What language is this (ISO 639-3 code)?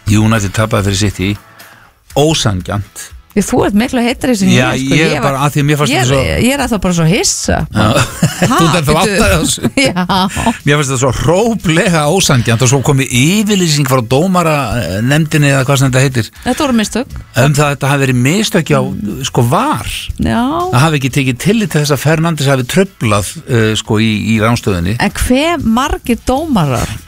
isl